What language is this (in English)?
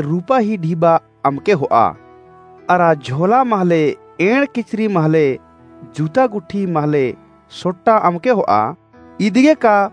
Kurukh